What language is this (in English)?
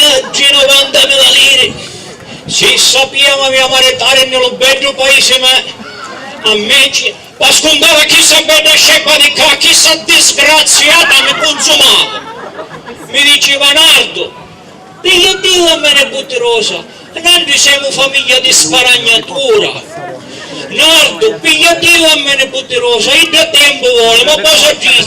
Sicilian